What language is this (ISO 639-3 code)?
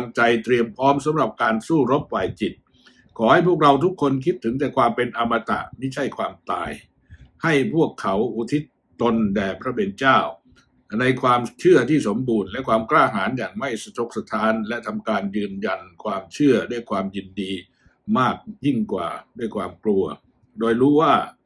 tha